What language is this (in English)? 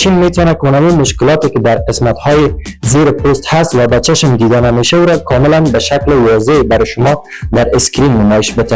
Persian